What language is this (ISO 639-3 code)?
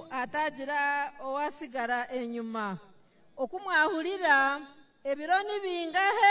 nyn